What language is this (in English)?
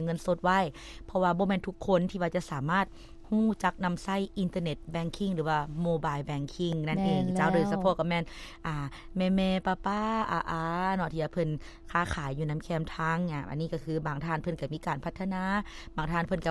Lao